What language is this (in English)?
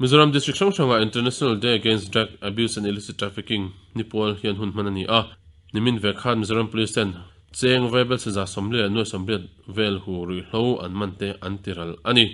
Mizo